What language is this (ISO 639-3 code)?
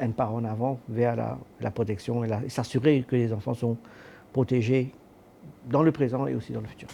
mfe